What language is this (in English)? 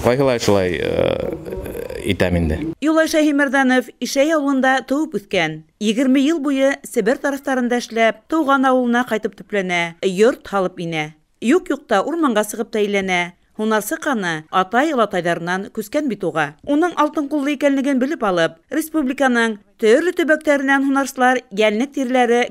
Bashkir